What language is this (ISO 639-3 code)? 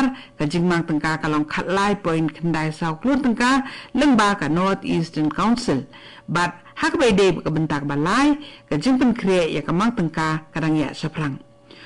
kha